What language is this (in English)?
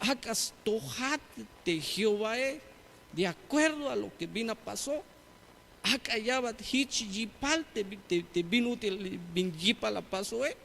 Tzeltal